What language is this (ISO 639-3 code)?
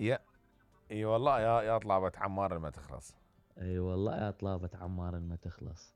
acm